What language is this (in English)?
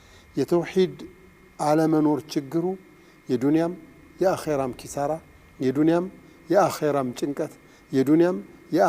Amharic